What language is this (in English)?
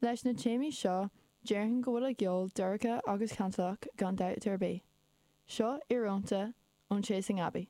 Irish